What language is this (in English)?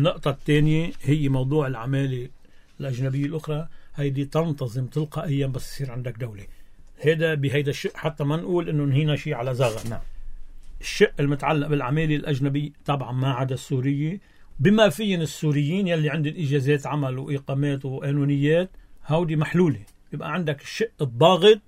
North Levantine Arabic